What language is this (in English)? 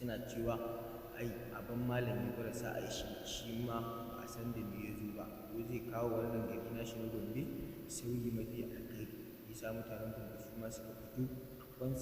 Hausa